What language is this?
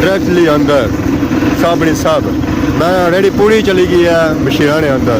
Pahari-Potwari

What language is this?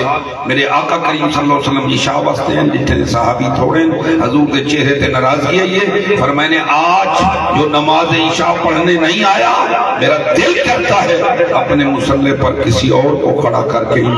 Saraiki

